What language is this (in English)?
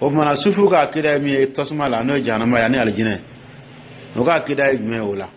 Dyula